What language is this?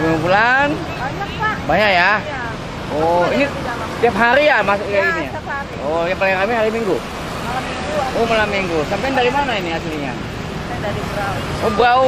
Banjar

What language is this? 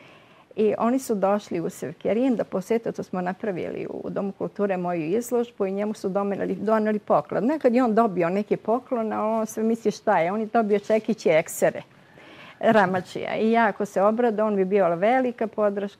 Serbian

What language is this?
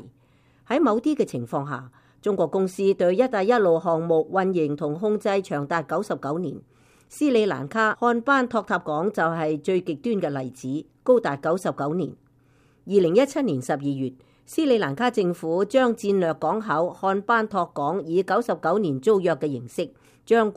Cantonese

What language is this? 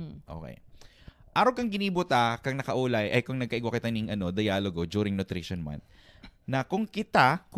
Bikol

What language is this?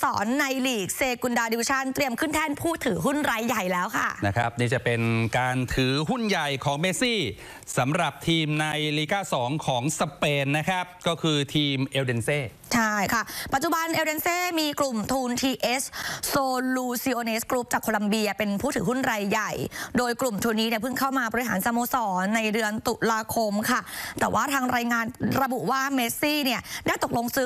Thai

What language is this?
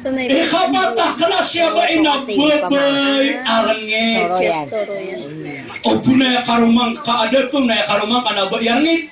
Maranao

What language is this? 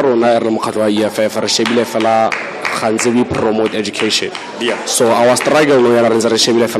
Tswana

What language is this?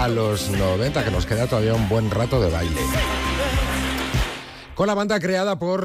Spanish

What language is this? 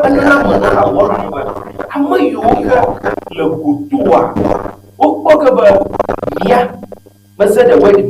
Ewe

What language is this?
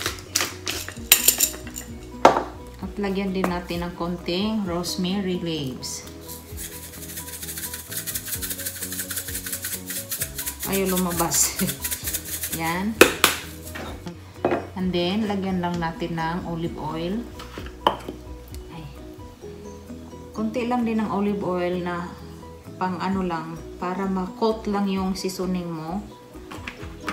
Filipino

